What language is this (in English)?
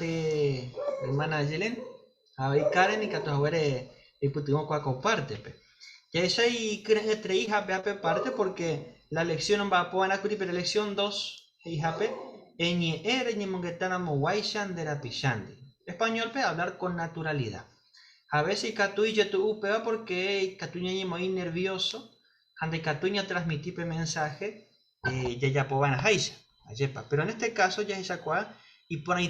Guarani